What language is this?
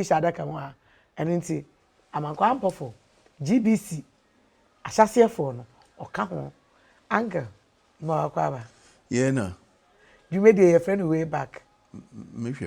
Akan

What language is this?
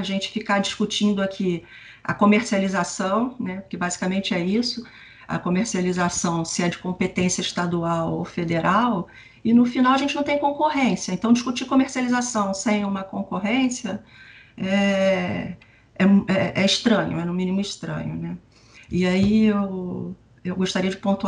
Portuguese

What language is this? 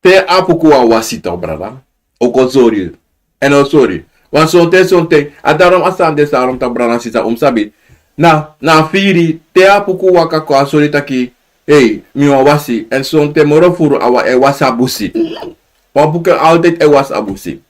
Sranan Tongo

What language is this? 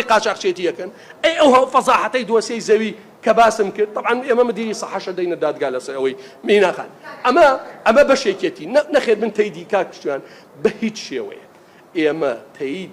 Central Kurdish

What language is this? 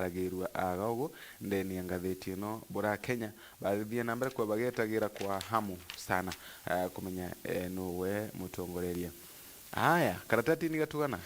Meru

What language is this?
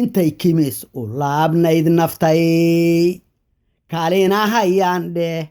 Somali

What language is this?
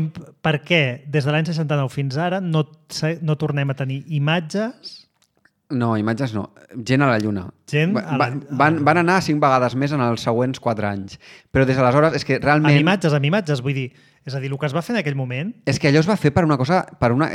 Catalan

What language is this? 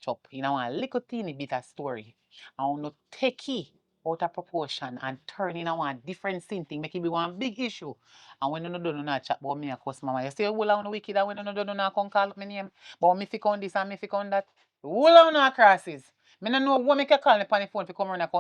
Jamaican Creole English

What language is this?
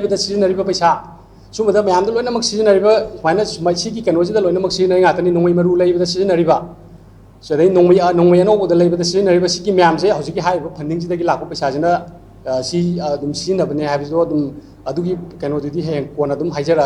Manipuri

